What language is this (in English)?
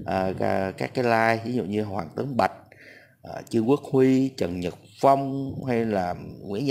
Vietnamese